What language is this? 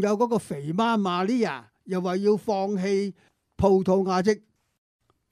Cantonese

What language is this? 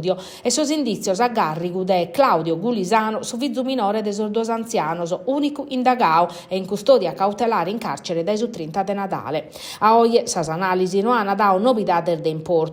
Sardinian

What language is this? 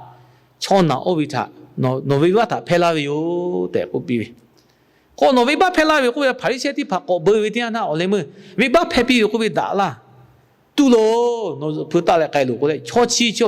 Lahu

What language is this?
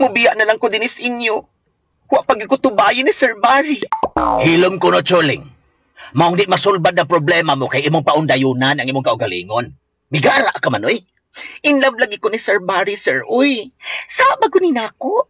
Cebuano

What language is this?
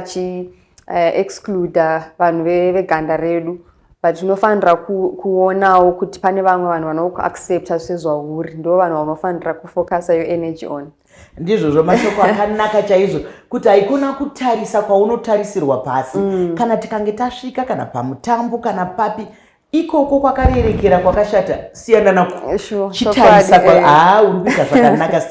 Shona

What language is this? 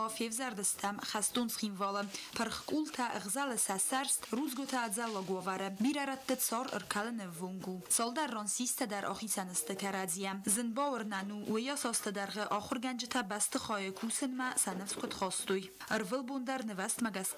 Ossetic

